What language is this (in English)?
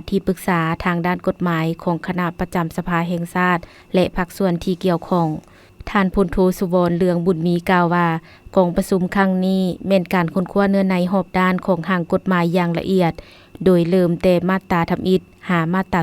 Lao